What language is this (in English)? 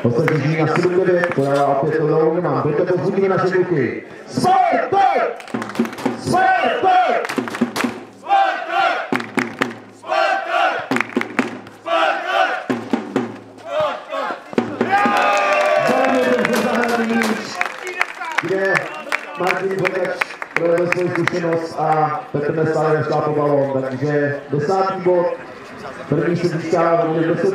Czech